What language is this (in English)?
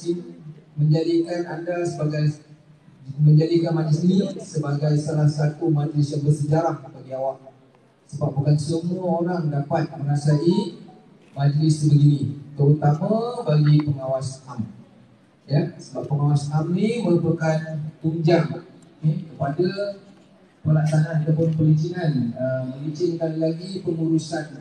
Malay